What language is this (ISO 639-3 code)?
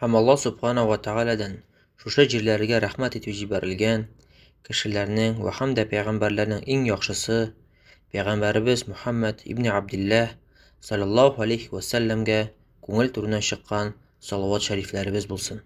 tat